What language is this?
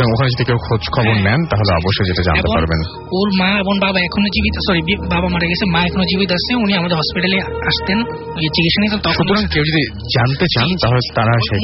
Bangla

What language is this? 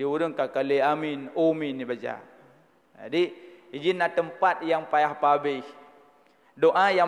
Achinese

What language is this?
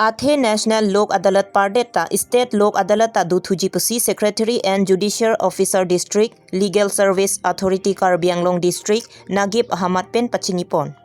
Karbi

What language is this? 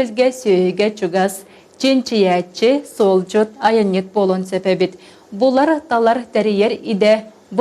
Yakut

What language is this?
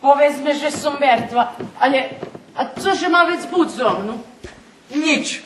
Rusyn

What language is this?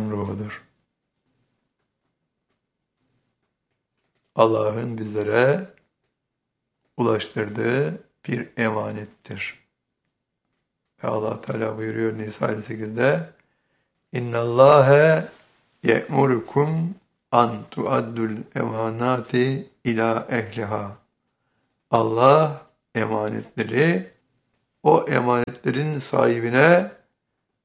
Turkish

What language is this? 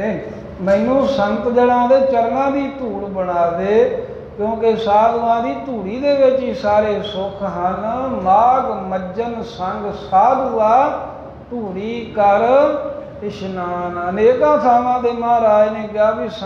Punjabi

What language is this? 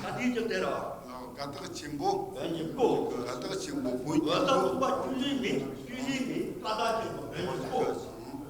Tibetan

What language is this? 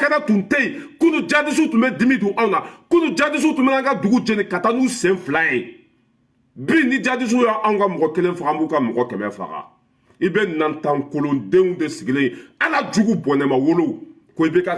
Bambara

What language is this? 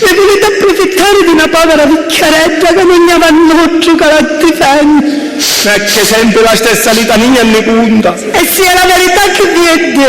Sicilian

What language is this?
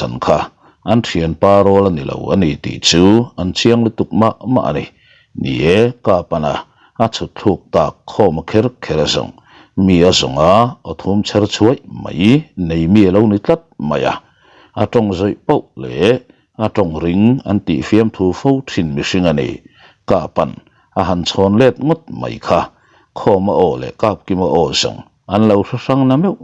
Mizo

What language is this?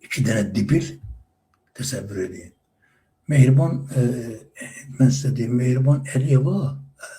Azerbaijani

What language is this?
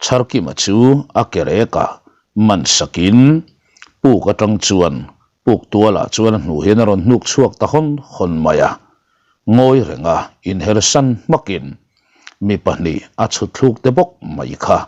Mizo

